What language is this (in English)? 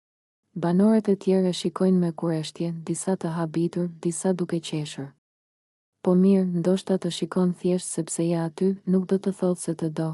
Albanian